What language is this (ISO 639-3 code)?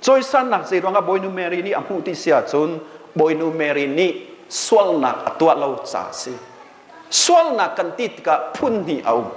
cnh